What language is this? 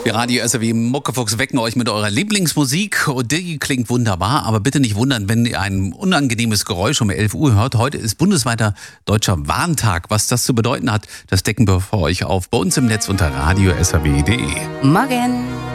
German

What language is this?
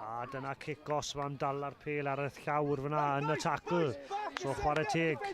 Welsh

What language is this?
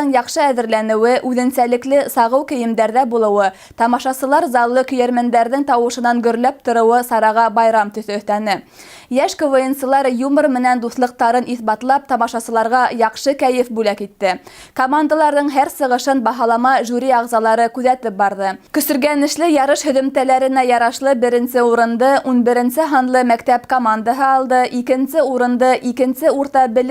Bashkir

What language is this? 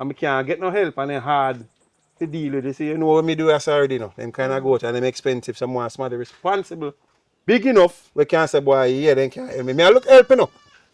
Jamaican Creole English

